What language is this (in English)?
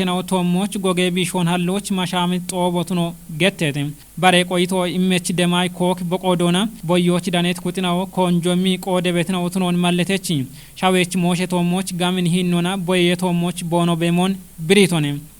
Kafa